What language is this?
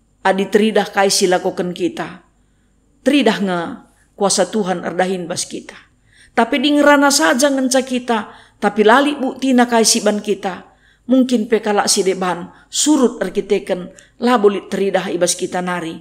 Batak Karo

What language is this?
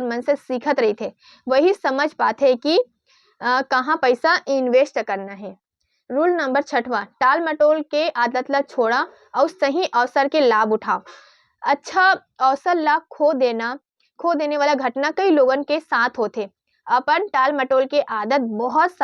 Chhattisgarhi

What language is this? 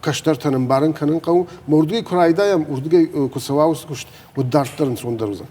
Ossetic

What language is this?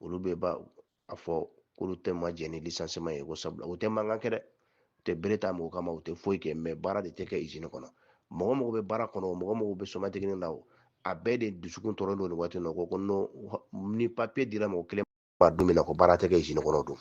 Bambara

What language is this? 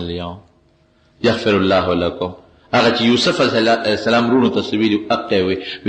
Pashto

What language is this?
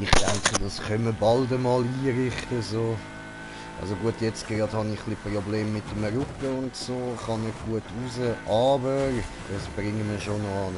Swiss German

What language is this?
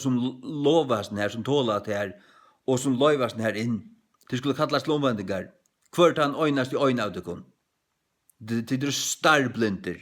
Faroese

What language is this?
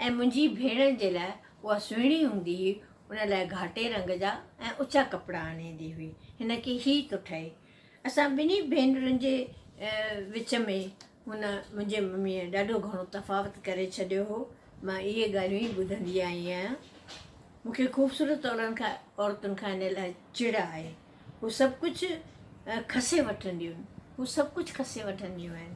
Sindhi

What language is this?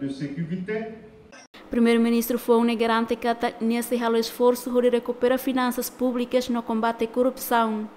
Tetum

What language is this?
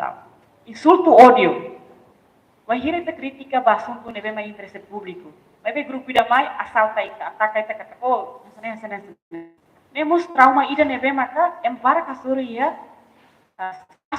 Tetum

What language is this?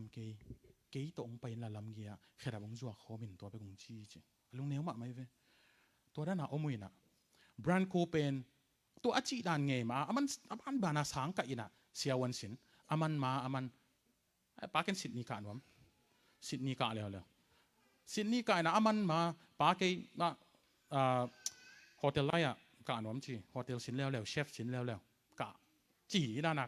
Tedim Chin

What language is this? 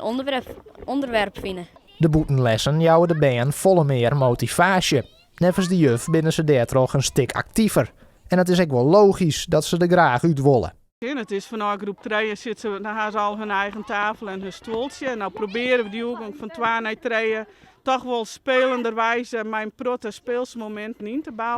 Western Frisian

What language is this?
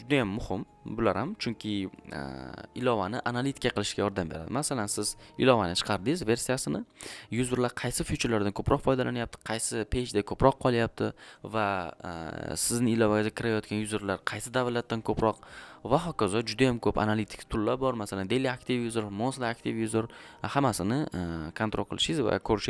Uzbek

